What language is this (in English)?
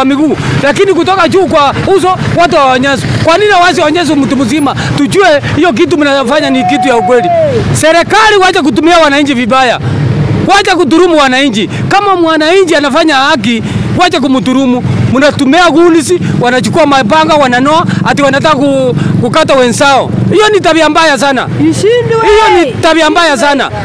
Swahili